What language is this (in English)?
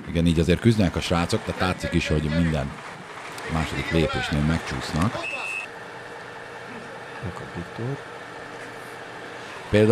Hungarian